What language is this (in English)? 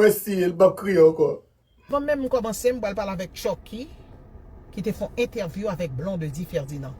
Haitian Creole